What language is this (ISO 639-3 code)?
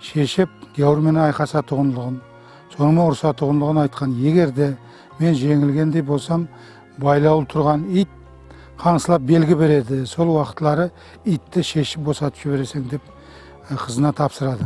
kaa